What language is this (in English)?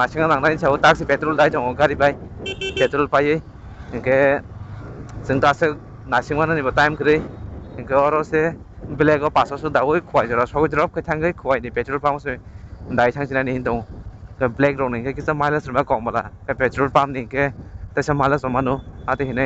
Kok Borok